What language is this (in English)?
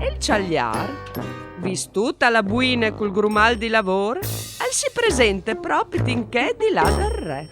Friulian